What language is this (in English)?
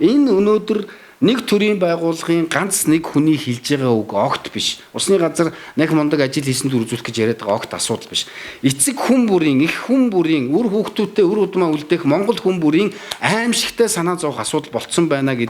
Mongolian